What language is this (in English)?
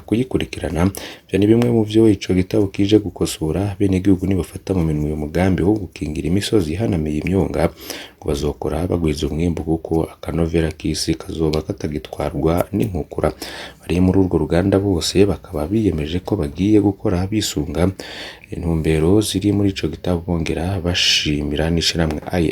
Rundi